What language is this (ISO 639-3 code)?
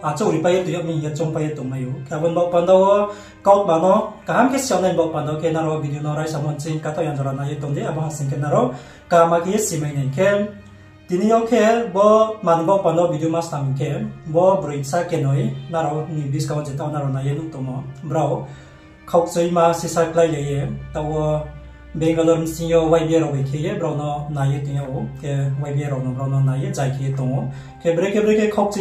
ria